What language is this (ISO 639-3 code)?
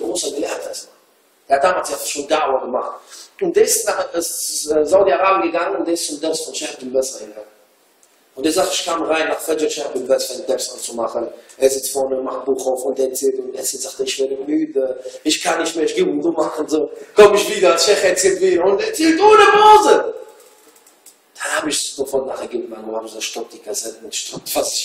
deu